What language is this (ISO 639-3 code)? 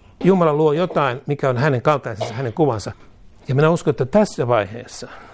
fin